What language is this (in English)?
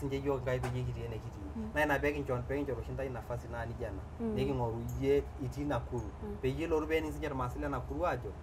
Masai